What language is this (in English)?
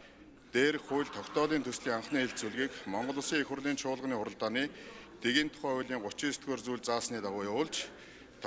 Mongolian